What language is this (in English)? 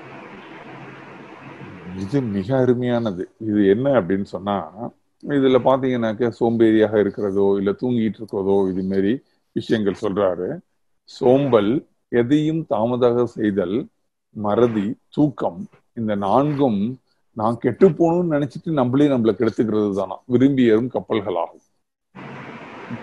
Tamil